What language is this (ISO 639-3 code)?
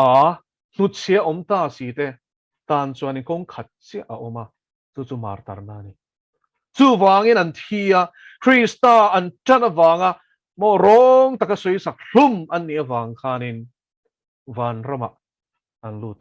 lus